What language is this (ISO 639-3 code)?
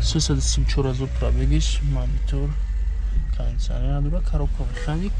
tgk